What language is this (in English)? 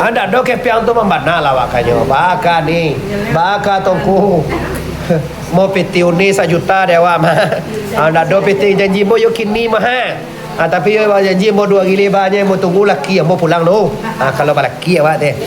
Minangkabau